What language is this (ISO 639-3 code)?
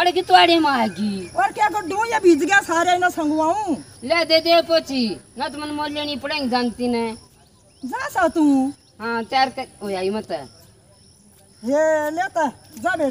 bgc